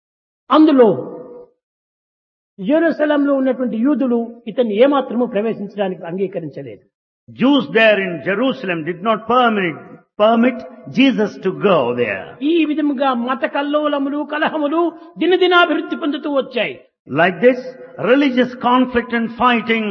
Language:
Telugu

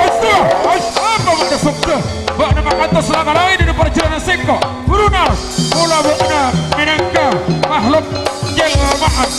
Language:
Madurese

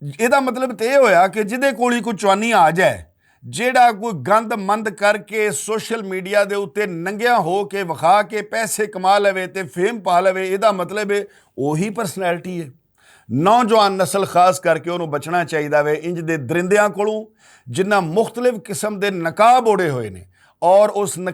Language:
Western Panjabi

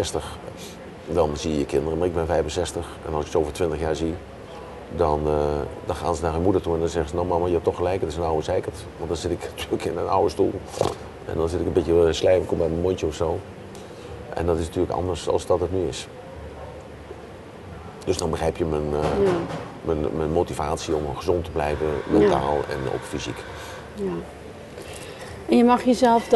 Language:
Dutch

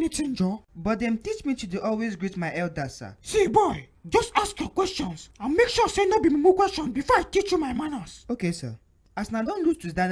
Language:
Nigerian Pidgin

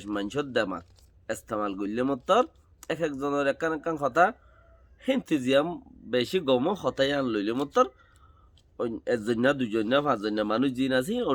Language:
Rohingya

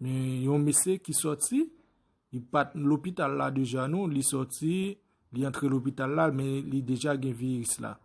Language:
Haitian Creole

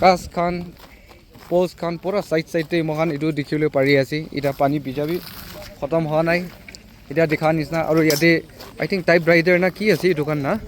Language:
Naga Pidgin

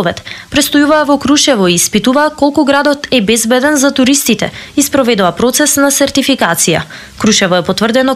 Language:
Macedonian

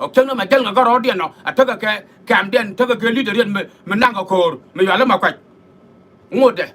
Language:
Nuer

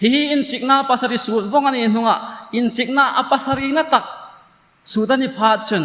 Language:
Hmar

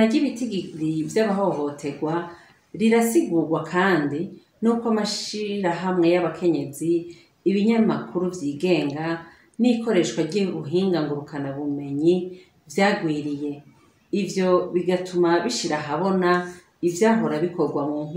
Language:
Rundi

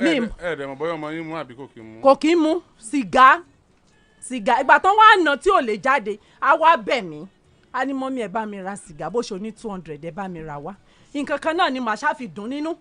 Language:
Yoruba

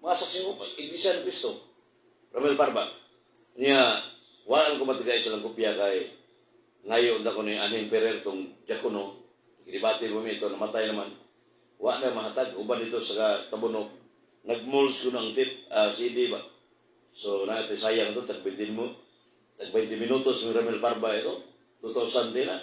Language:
Cebuano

